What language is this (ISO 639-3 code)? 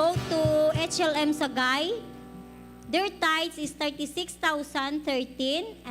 hil